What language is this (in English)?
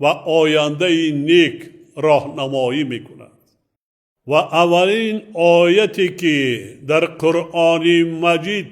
Tajik